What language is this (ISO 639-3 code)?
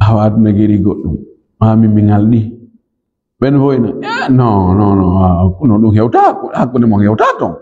ful